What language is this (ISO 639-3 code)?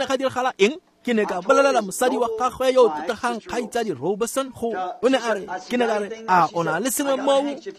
tsn